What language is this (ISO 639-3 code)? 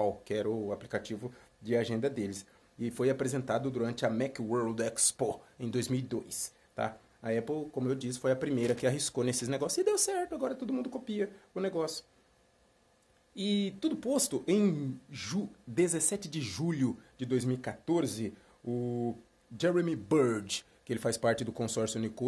por